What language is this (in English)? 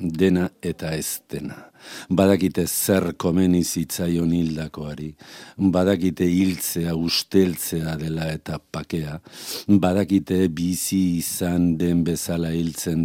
Basque